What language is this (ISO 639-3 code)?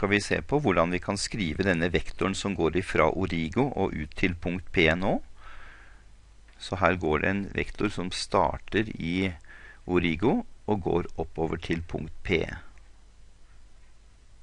nor